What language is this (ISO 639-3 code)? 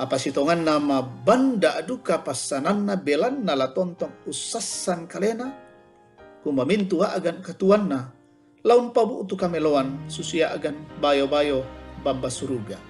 sda